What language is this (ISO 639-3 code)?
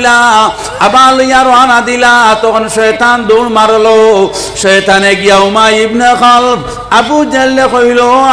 syl